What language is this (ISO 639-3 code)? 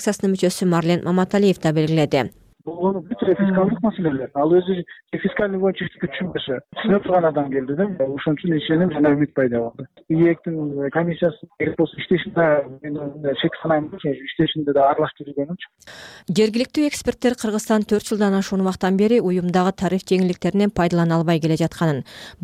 kir